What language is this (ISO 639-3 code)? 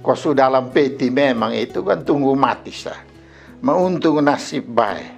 mkn